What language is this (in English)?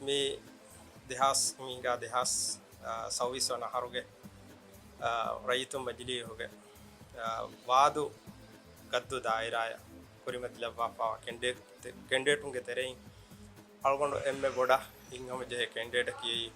Divehi